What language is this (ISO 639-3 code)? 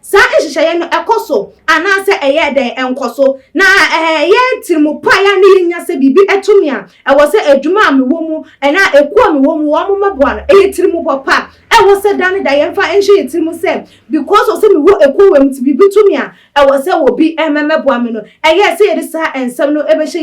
aka